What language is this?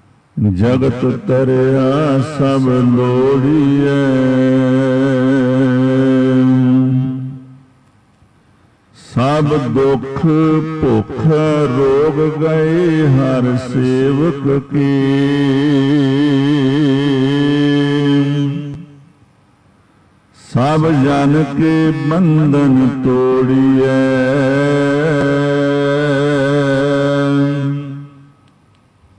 Punjabi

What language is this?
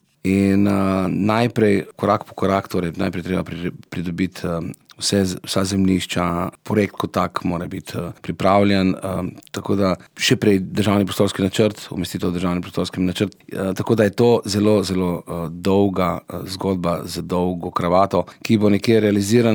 Slovenian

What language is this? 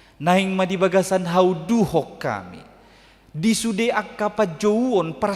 Batak Toba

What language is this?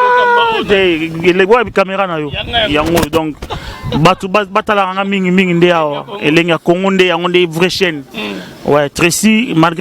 Lingala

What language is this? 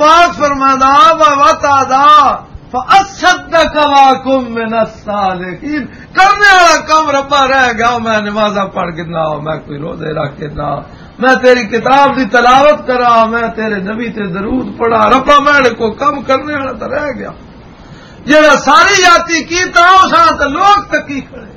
Western Panjabi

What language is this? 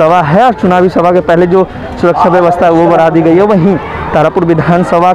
Hindi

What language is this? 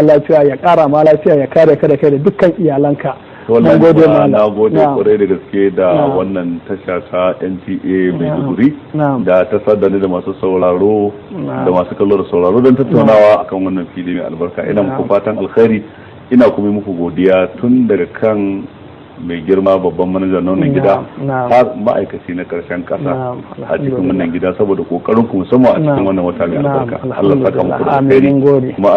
Hausa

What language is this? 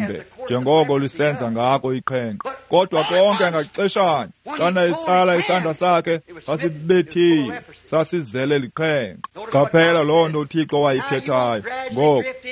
Xhosa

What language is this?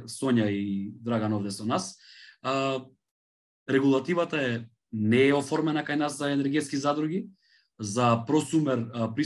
Macedonian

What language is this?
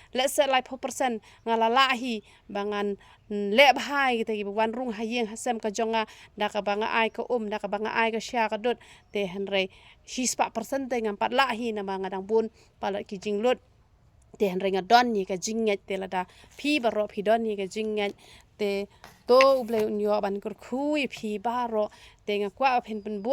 Khasi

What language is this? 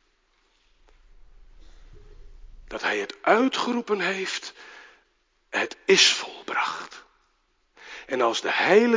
Dutch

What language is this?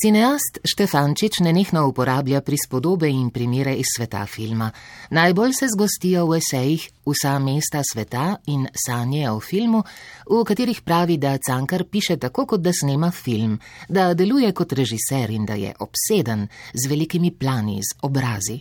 Slovenian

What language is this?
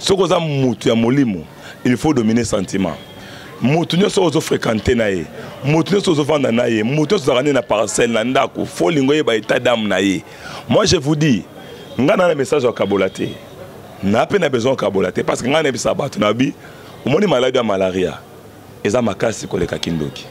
Lingala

